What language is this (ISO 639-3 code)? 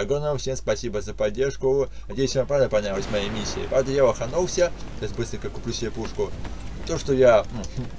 rus